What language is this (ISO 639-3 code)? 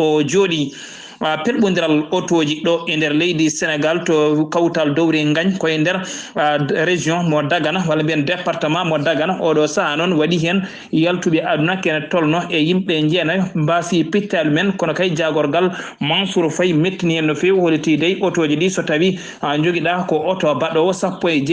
ful